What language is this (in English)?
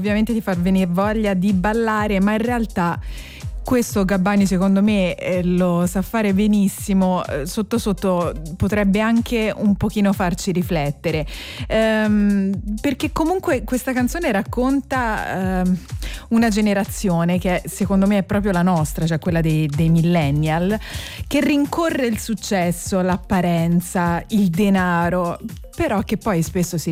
Italian